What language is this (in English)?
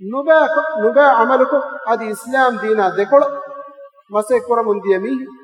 Divehi